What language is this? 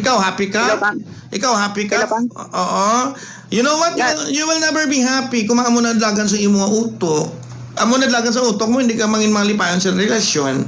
Hiligaynon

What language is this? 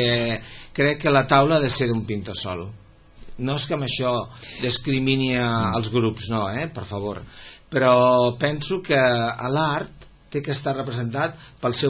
Catalan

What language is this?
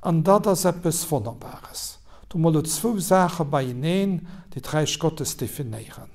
Luxembourgish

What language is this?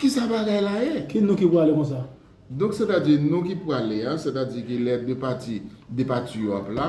Haitian Creole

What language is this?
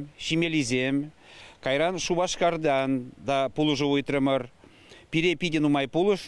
Chuvash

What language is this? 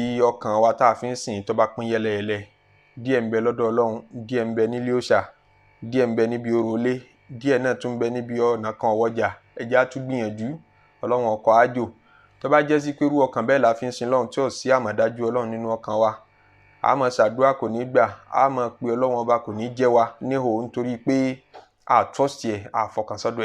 Yoruba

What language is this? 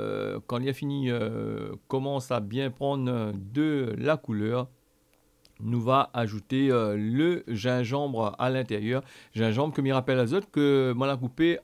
Réunion Creole French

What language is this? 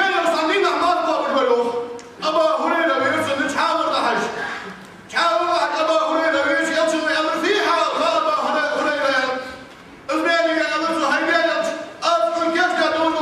Ingush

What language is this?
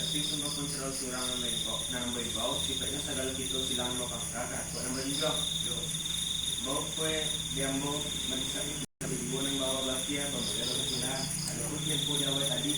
Minangkabau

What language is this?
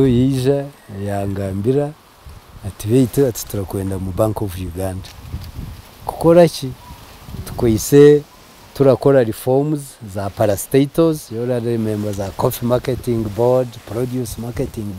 Nyankole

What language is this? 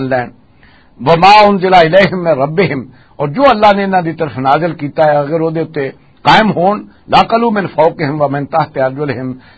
Western Panjabi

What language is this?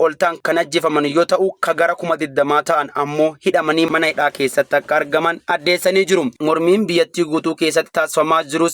Oromo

